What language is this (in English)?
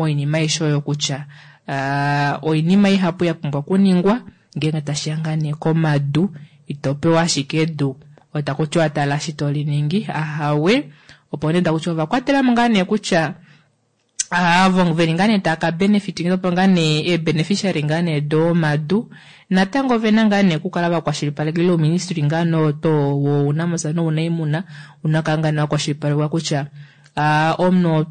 Kuanyama